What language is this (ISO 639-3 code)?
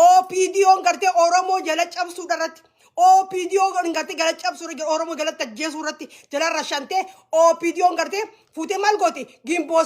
orm